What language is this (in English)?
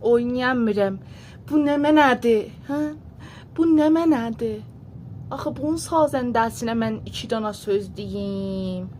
South Azerbaijani